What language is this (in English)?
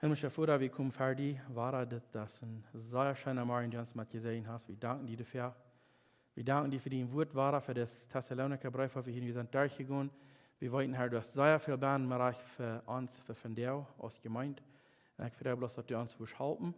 Plautdietsch